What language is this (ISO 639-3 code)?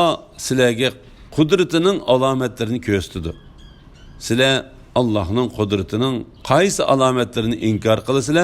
uig